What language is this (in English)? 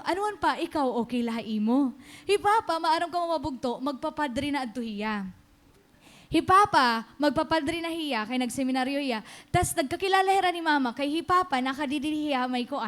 Waray